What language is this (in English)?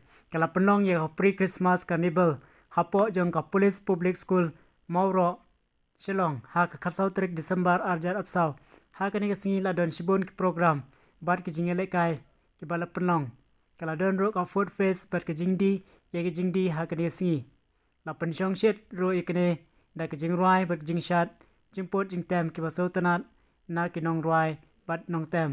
Khasi